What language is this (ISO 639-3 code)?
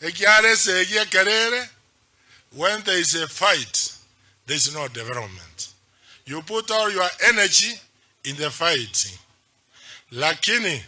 guz